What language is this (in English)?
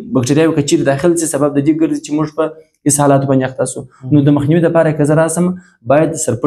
Pashto